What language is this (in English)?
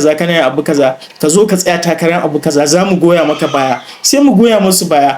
Hausa